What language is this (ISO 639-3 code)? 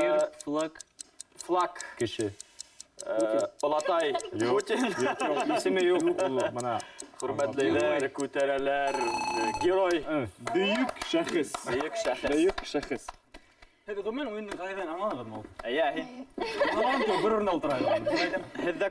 bak